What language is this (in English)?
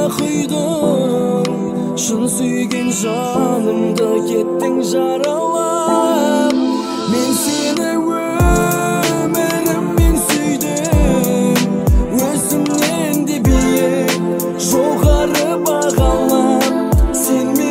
Kazakh